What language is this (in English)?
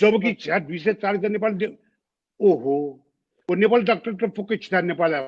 Newari